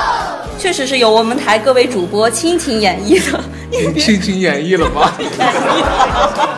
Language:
Chinese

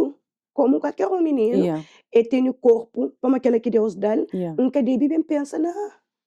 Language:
Kabuverdianu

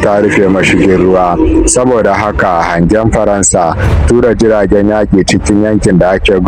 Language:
Hausa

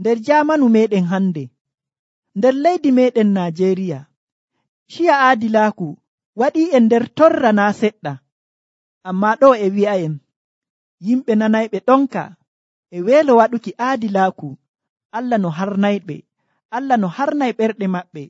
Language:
Nigerian Fulfulde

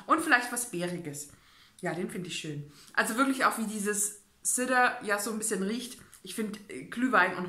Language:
German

